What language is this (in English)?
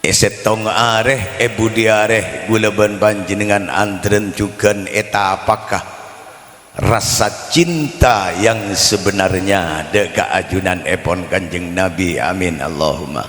Madurese